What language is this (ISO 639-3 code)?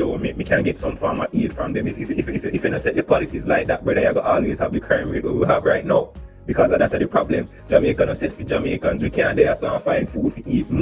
jam